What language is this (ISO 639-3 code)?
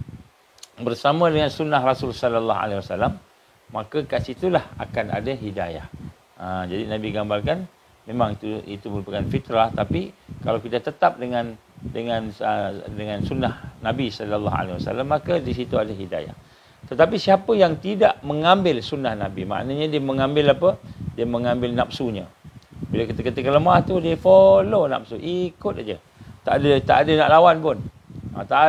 msa